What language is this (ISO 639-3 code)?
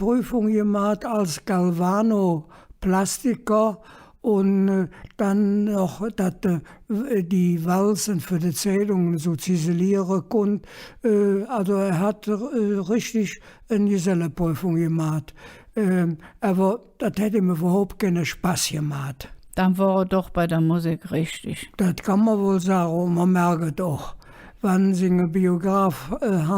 ksh